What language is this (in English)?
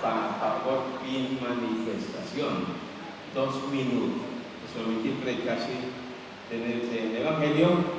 Papiamento